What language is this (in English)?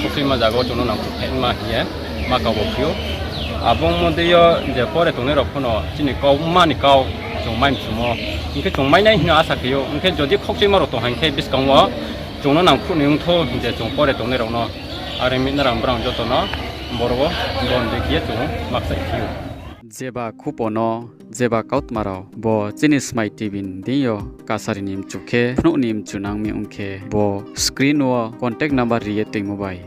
Riang (India)